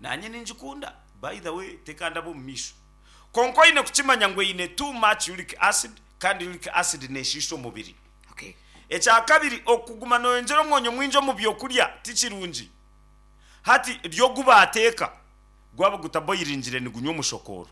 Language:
Nyankole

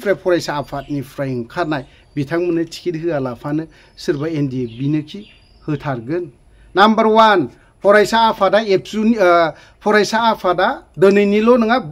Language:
Bodo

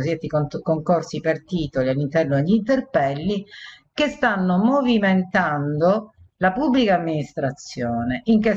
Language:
Italian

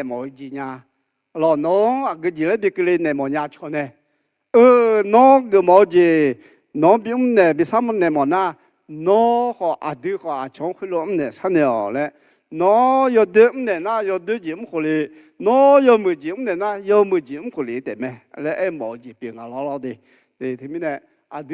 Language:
Akha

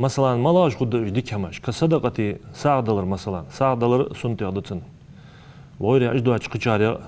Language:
Ingush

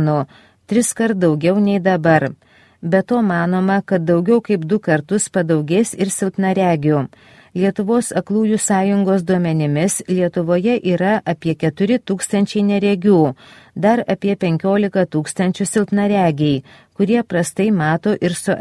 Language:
Lithuanian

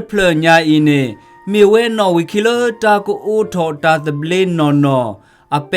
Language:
S'gaw Karen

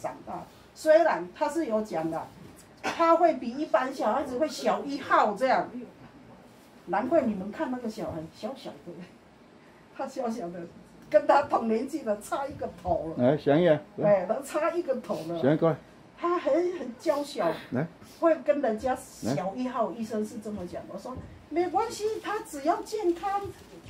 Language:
Chinese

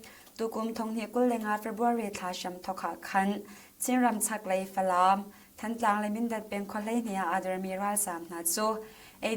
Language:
Hakha Chin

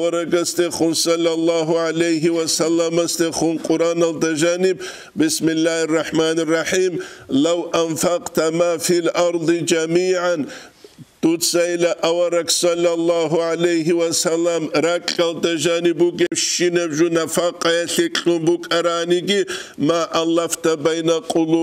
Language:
Avaric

